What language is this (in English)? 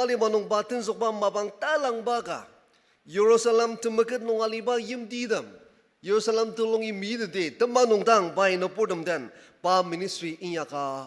Ao Naga